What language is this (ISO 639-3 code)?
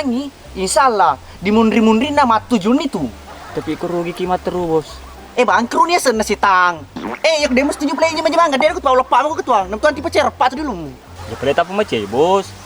bug